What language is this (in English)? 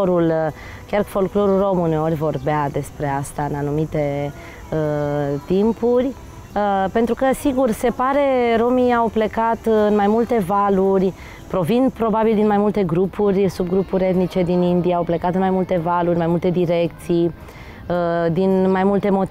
Romanian